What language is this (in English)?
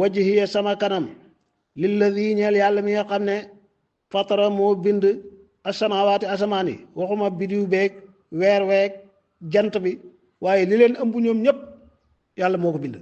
Wolof